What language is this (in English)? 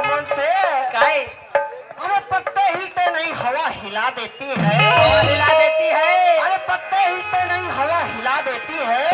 Chhattisgarhi